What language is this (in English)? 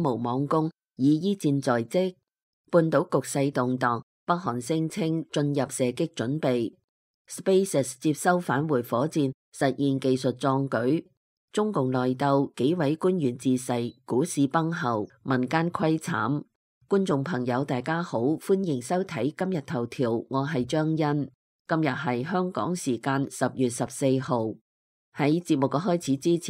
Cantonese